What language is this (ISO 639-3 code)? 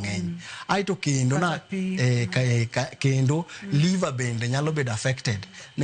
luo